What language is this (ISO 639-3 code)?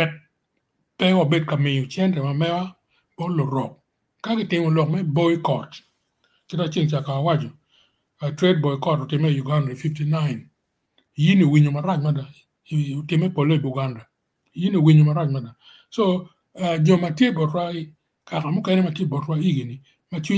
ach